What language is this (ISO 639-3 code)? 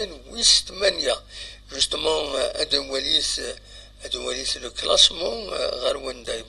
kab